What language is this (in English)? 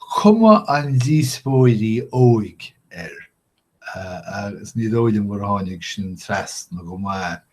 Irish